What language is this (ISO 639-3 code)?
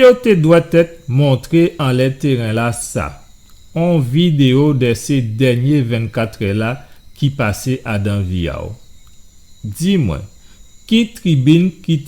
gcf